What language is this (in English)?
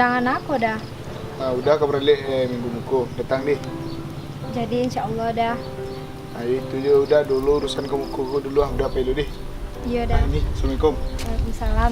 Minangkabau